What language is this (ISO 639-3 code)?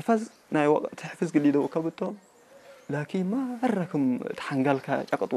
tig